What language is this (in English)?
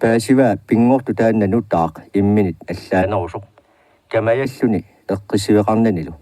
Kalaallisut